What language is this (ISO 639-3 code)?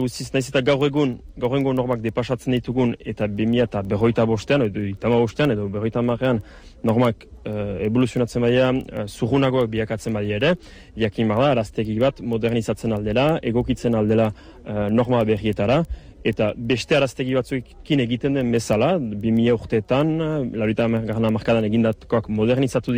eus